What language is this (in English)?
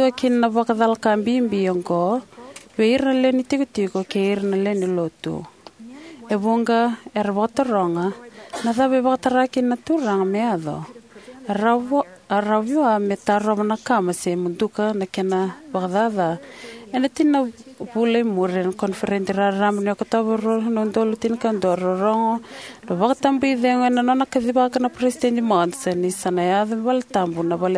Fijian